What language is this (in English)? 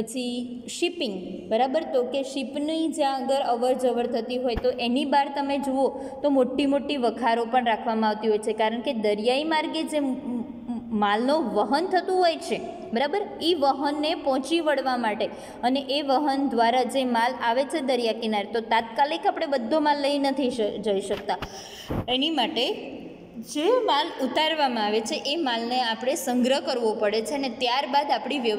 Gujarati